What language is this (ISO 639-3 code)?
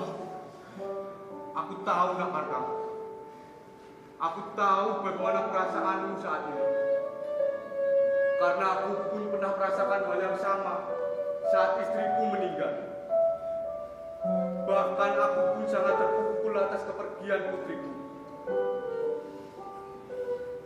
ind